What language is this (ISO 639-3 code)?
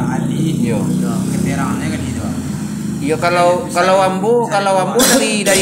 min